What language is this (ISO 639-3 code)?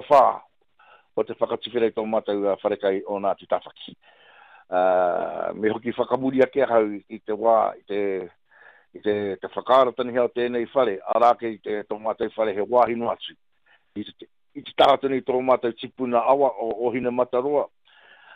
mri